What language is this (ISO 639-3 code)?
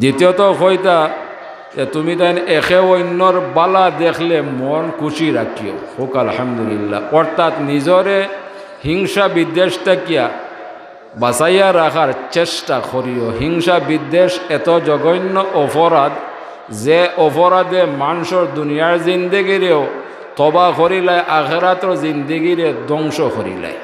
syl